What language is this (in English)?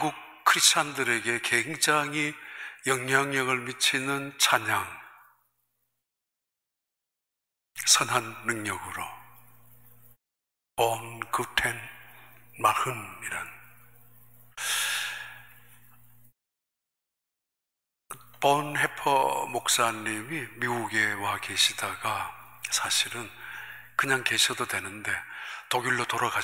Korean